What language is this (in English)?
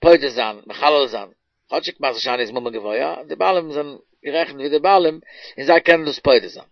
Yiddish